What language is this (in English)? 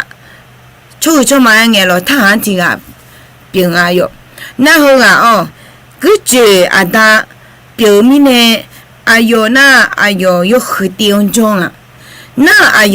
Akha